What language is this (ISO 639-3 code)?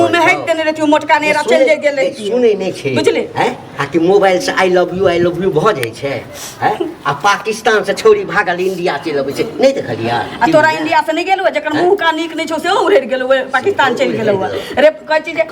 mai